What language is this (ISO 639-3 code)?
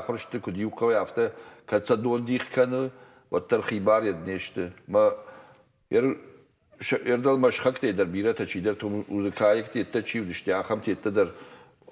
oss